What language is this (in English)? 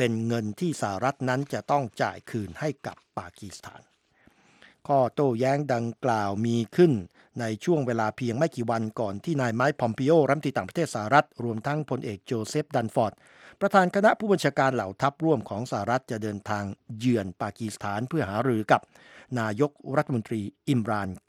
Thai